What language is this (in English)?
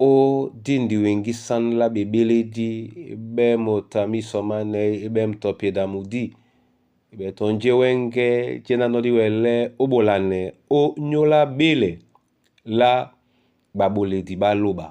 Duala